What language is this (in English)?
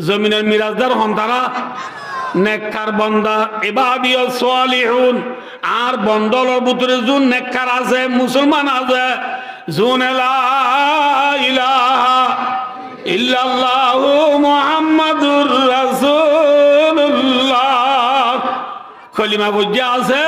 Rohingya